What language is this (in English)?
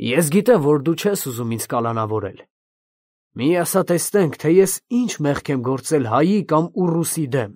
Armenian